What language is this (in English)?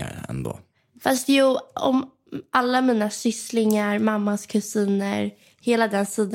Swedish